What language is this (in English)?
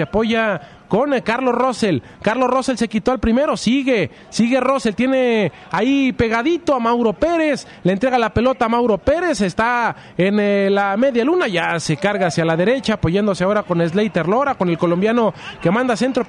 Spanish